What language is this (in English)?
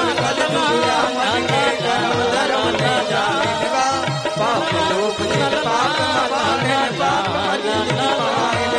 Chhattisgarhi